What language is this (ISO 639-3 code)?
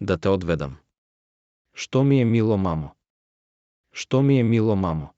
mkd